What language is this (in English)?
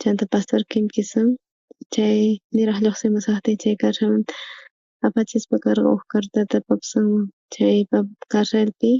South Bolivian Quechua